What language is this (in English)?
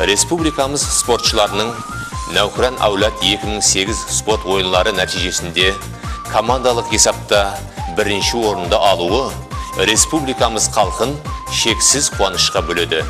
Kara-Kalpak